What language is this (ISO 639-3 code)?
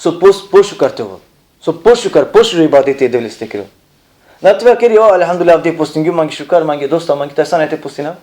rmn